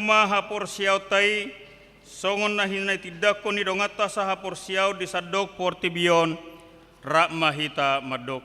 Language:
Batak Toba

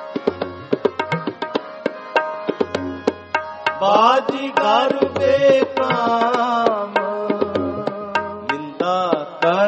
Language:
Punjabi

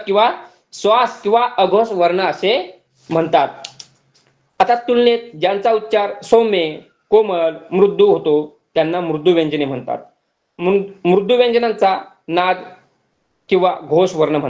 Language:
Marathi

